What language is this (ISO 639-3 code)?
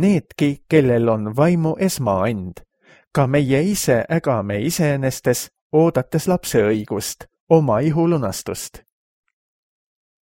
est